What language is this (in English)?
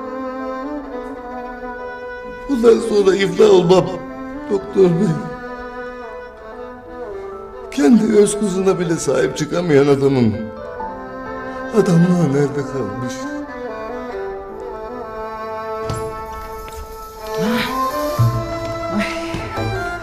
Turkish